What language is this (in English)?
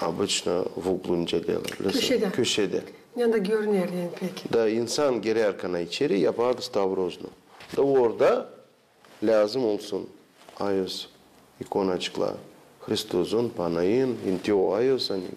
Gagauz